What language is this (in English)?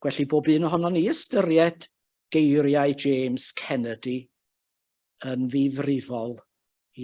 Welsh